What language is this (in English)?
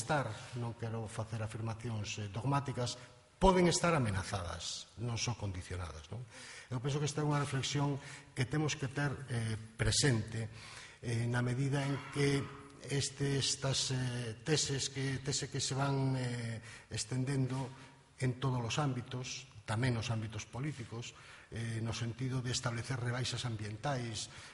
Galician